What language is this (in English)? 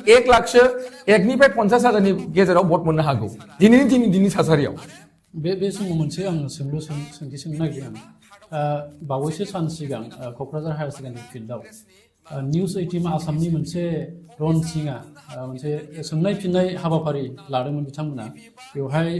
Bodo